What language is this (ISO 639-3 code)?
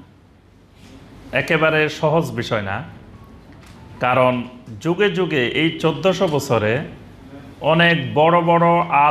ben